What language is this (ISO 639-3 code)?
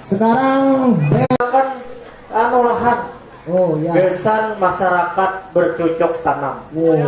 bjn